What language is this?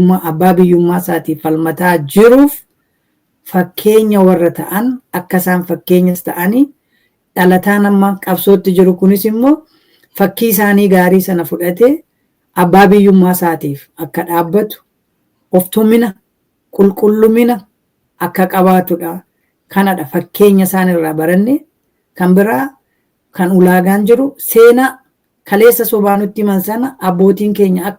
Oromo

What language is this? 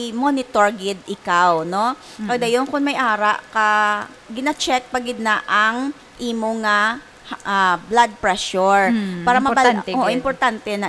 Hiligaynon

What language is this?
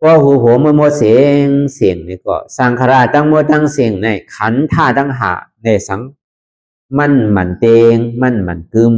Shan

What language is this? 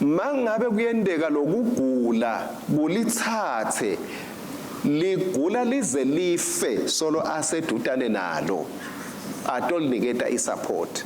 Swati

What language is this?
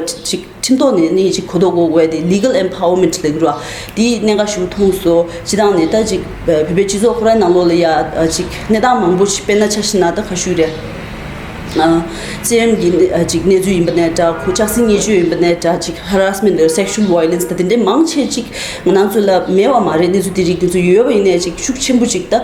Tibetan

